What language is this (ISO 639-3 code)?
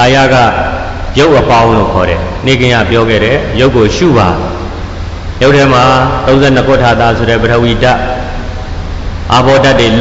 mya